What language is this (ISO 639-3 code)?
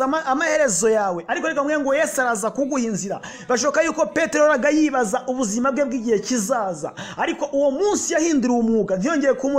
kin